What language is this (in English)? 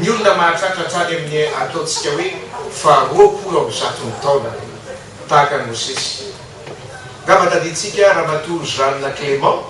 Malagasy